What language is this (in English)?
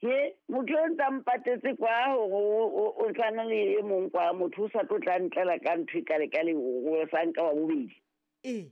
Southern Sotho